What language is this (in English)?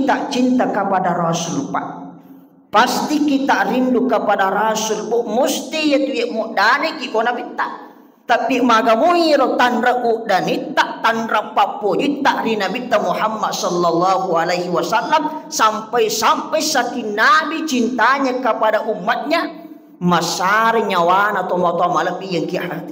Buginese